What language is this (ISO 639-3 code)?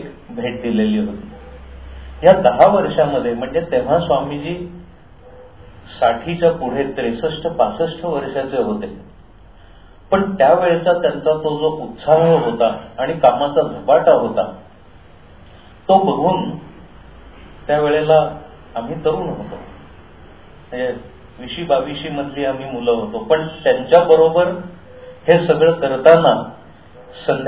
mar